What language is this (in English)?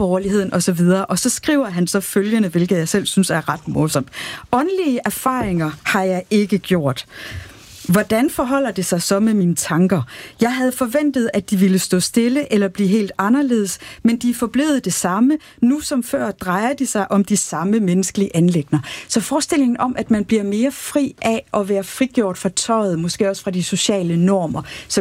Danish